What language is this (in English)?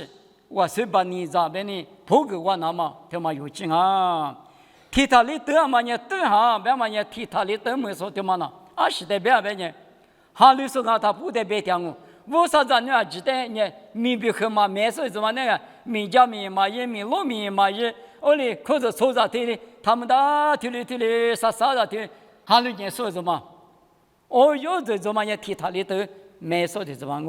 Lisu